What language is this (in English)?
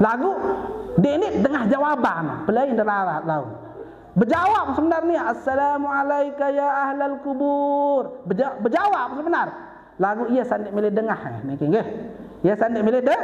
Sasak